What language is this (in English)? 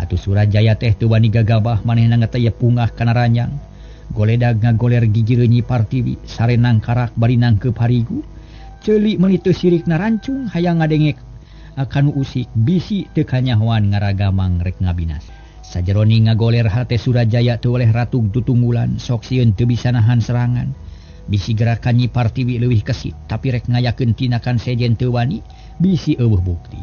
Sundanese